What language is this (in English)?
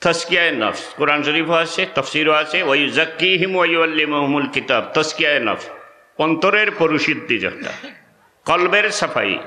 Sylheti